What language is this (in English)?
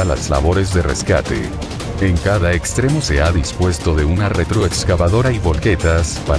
Spanish